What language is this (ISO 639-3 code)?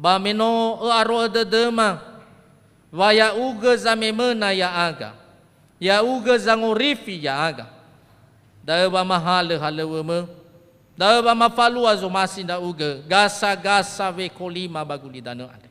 nia